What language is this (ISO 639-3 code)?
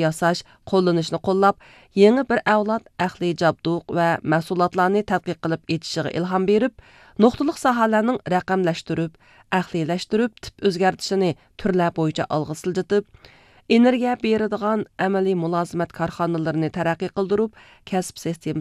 uig